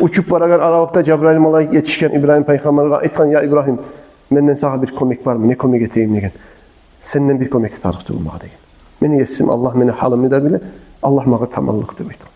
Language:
Kumyk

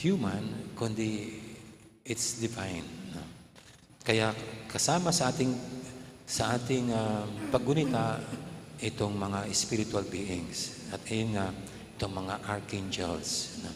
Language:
Pampanga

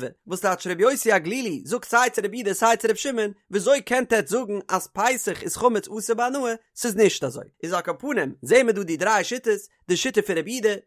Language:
Yiddish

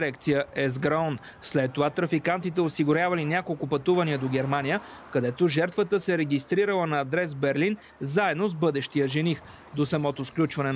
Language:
Bulgarian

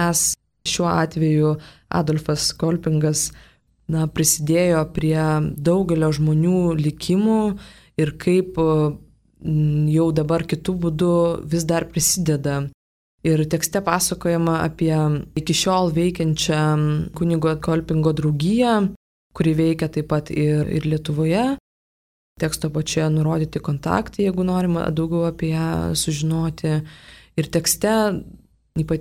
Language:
Lithuanian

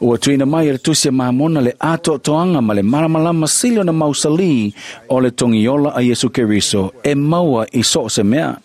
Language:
Samoan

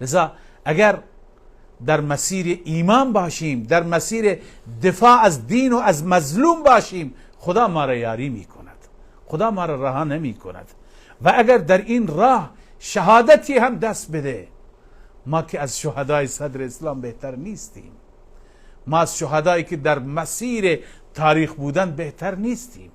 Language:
Persian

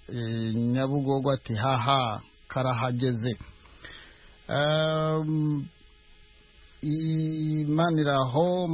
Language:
Kinyarwanda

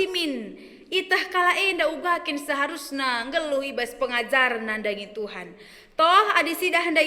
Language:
Batak Karo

